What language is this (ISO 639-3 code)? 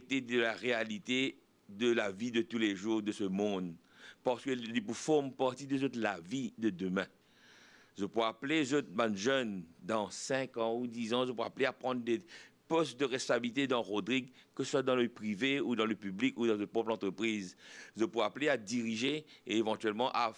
mfe